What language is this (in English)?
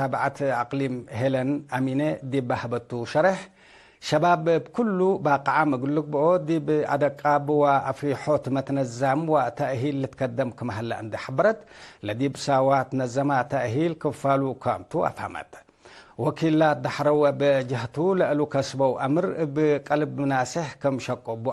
Tigre